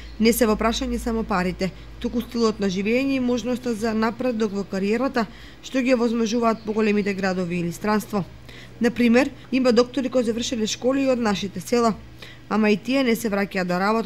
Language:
Macedonian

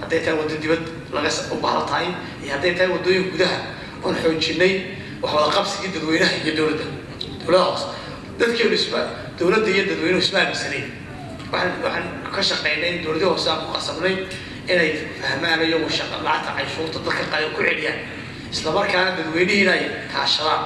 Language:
Somali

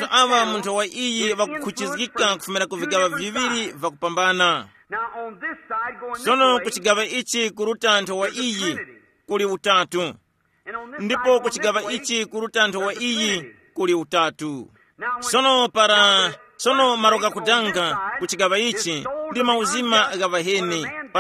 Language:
Tumbuka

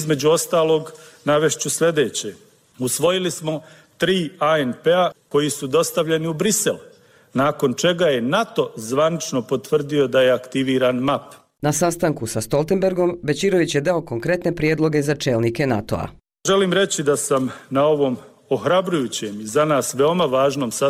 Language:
Bosnian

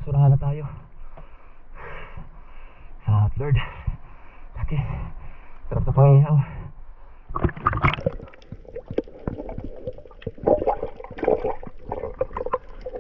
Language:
Filipino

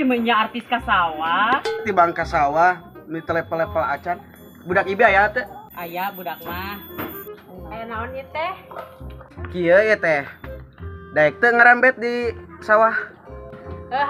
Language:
Sundanese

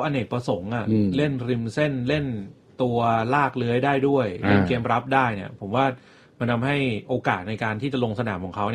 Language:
Thai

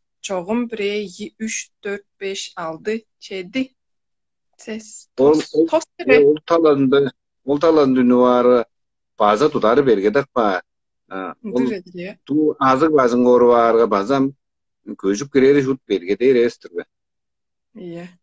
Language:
Tuvinian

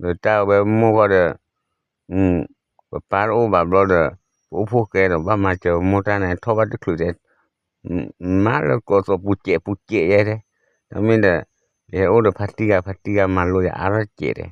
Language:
S'gaw Karen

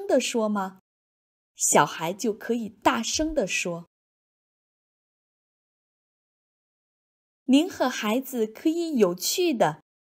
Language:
Chinese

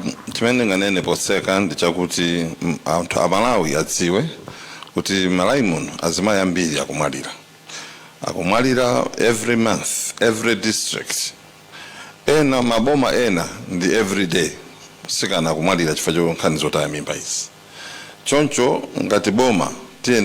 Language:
Nyanja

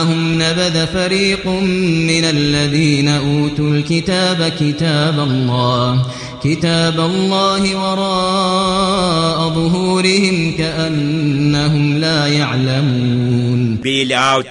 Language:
Kashmiri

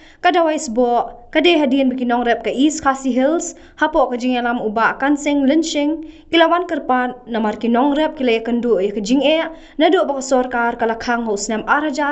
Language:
Khasi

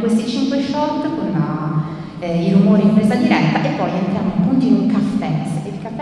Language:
Italian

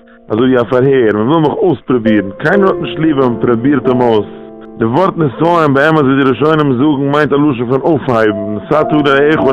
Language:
Yiddish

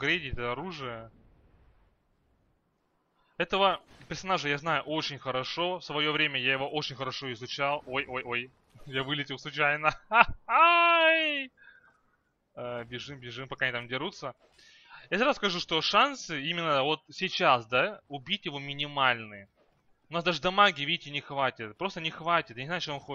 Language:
Russian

